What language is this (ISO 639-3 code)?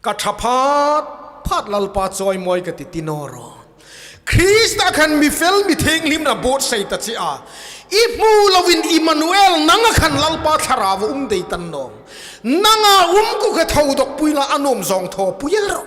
hmr